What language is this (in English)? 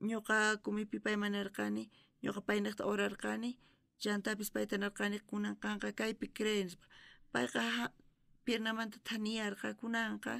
South Bolivian Quechua